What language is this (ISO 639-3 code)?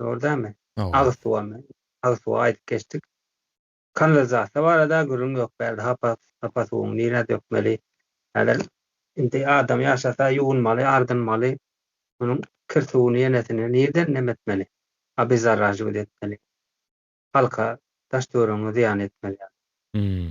tuk